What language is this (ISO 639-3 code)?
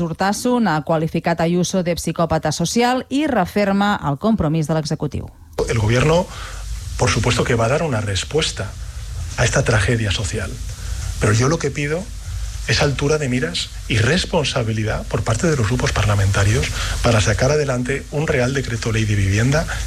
cat